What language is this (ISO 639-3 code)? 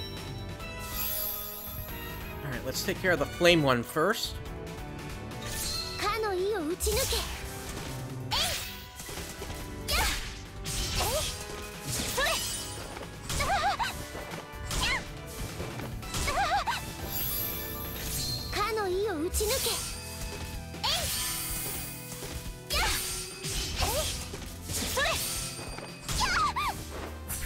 jpn